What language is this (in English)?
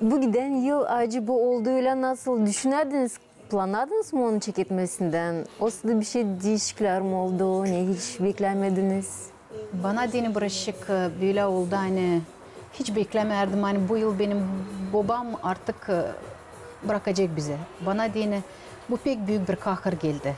Gagauz